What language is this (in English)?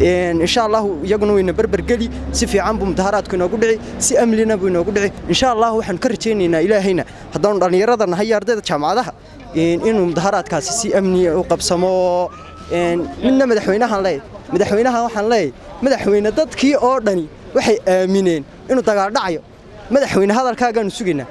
Somali